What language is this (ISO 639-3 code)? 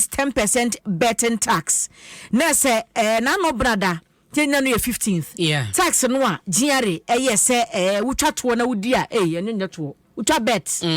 aka